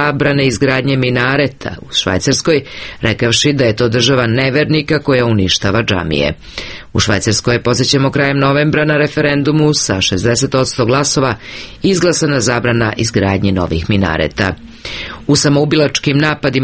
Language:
Serbian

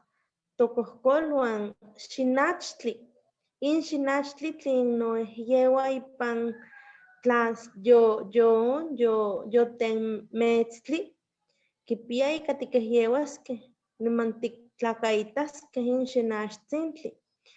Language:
Eastern Huasteca Nahuatl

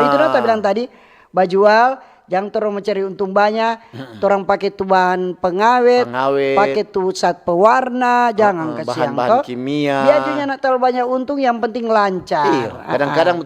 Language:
Manado Malay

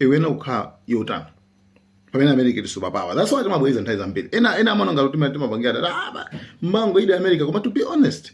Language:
Nyanja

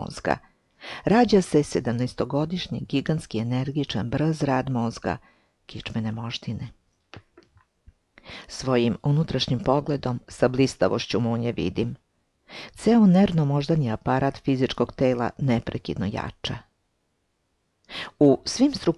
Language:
Serbian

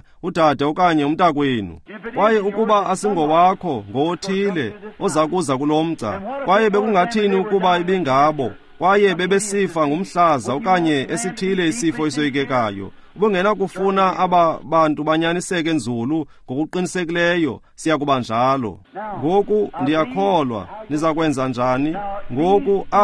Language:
Xhosa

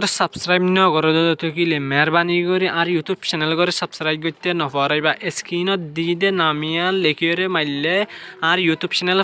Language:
Rohingya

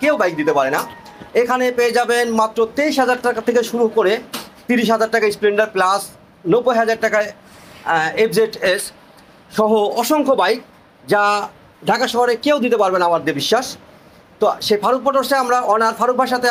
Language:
Bangla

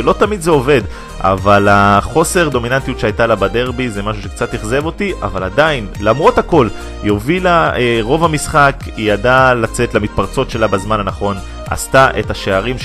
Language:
Hebrew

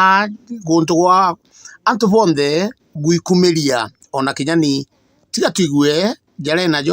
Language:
Meru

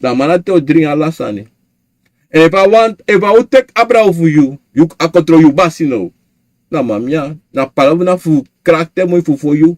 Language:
Sranan Tongo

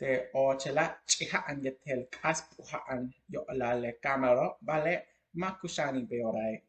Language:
Yucateco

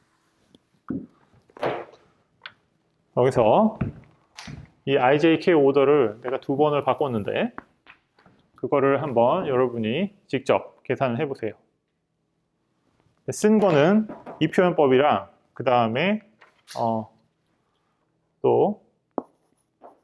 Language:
Korean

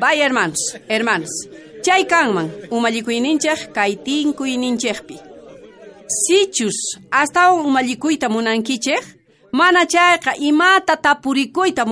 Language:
South Bolivian Quechua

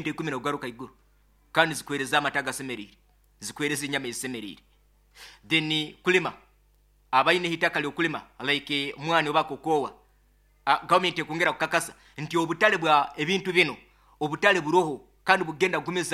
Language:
Nyoro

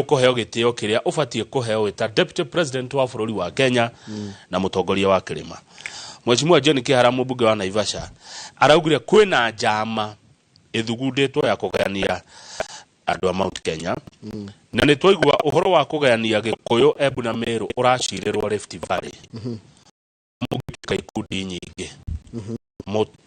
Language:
Kikuyu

